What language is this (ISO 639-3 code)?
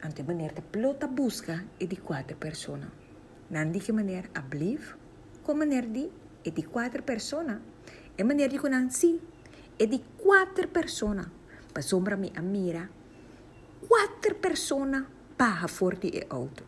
pap